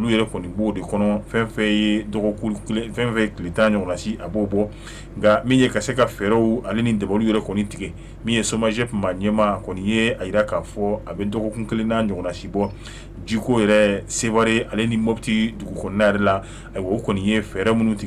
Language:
Bambara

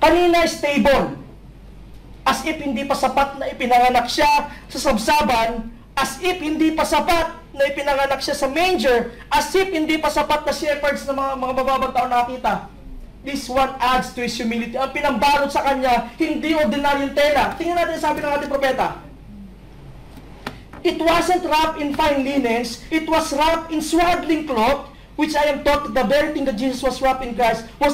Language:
Filipino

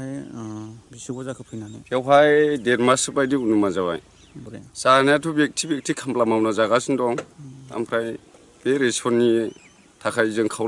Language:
Bodo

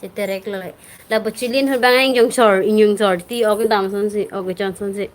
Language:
Karbi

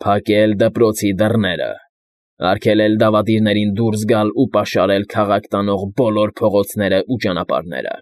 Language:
Armenian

